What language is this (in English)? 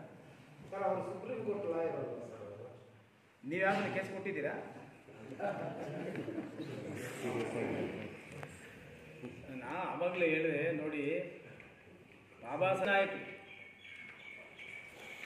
Kannada